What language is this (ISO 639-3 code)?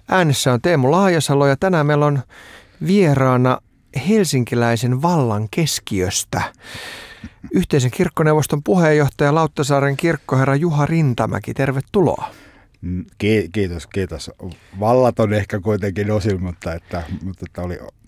fin